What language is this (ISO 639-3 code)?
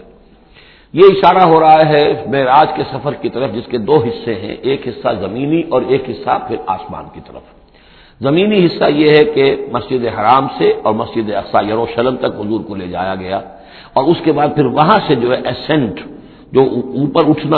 urd